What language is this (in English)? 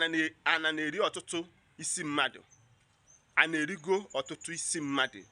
Igbo